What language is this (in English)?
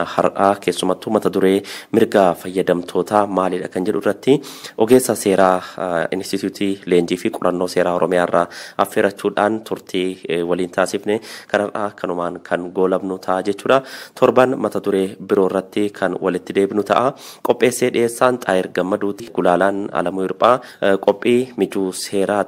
Oromo